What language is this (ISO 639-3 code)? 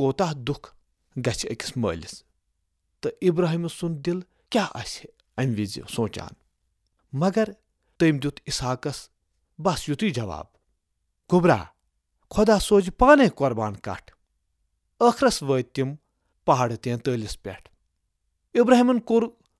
kas